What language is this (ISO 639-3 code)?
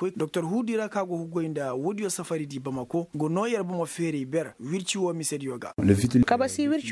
ses